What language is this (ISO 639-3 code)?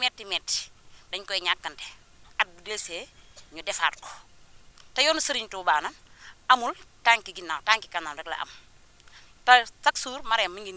wol